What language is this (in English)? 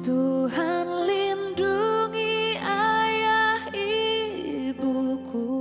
Nias